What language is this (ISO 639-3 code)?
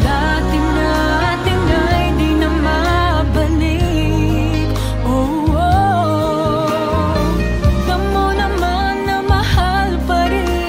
fil